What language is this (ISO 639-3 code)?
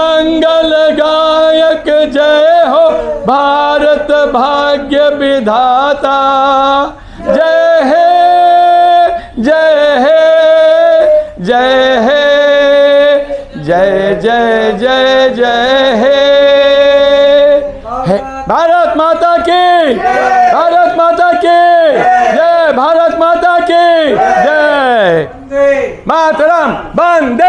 hin